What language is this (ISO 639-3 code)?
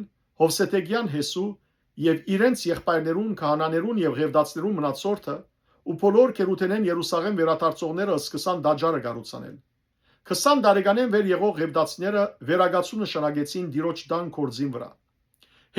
hyw